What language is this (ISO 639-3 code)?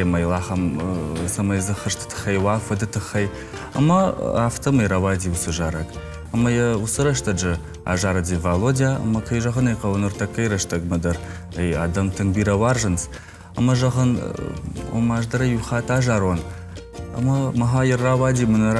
oss